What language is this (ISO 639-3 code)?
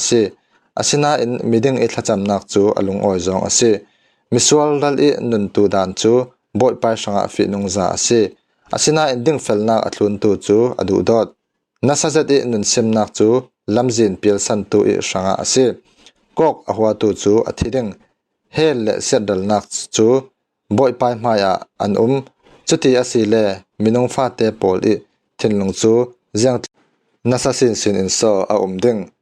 cfm